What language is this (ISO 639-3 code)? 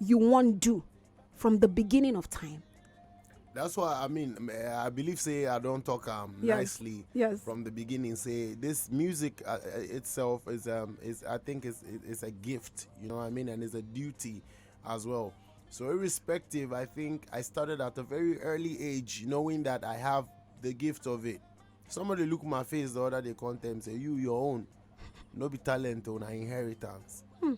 pcm